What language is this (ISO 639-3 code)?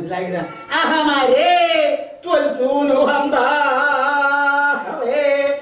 mal